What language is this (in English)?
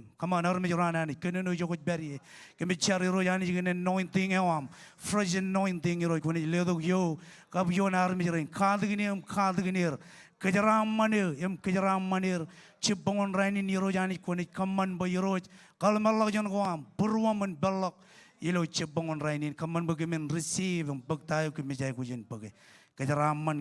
Marshallese